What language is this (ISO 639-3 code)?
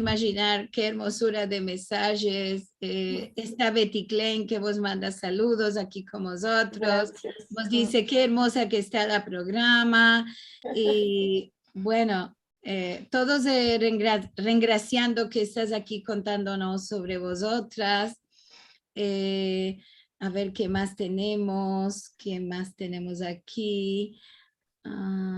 lad